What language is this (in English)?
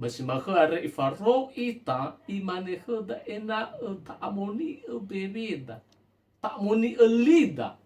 Nias